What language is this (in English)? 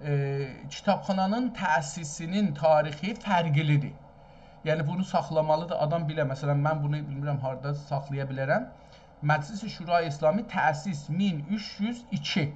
South Azerbaijani